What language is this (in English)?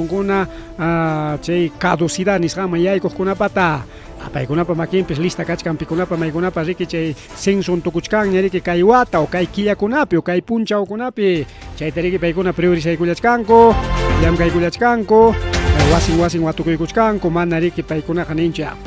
Ayacucho Quechua